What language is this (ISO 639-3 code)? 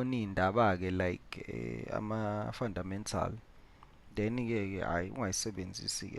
zul